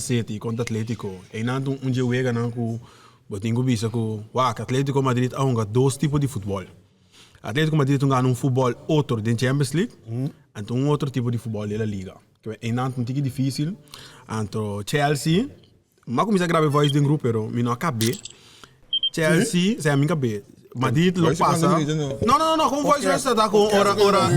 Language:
Papiamento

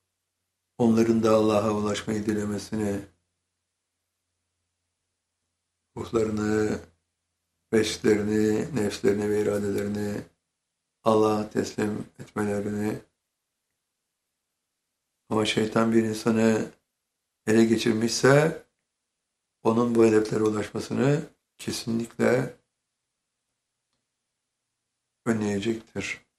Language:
Turkish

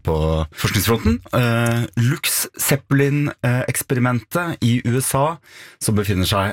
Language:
Norwegian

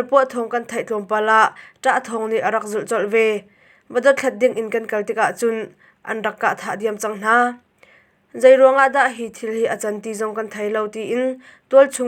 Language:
Hakha Chin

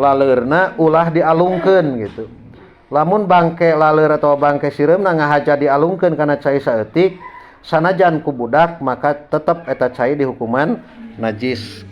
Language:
Sundanese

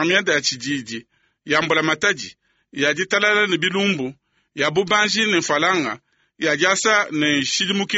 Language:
Luba-Lulua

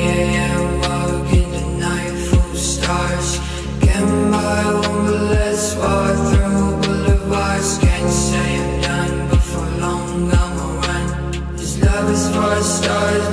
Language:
Danish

